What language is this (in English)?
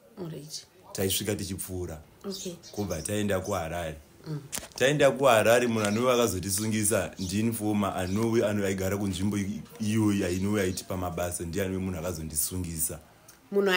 Shona